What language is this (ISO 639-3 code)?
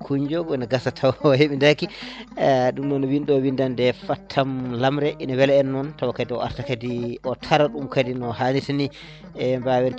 ful